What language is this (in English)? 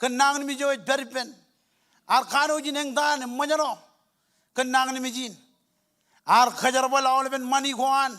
Marshallese